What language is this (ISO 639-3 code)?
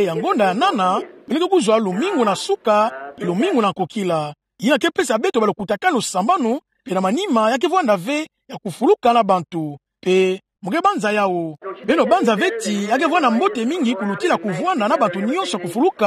ktu